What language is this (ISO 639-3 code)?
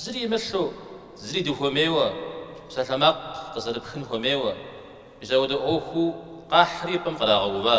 kbd